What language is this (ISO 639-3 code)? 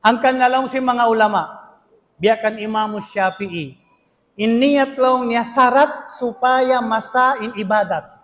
tsg